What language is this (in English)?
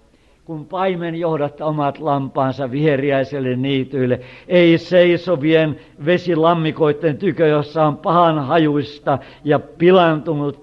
Finnish